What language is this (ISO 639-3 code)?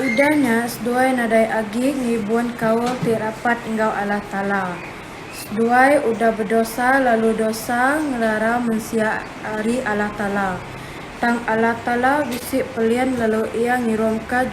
iba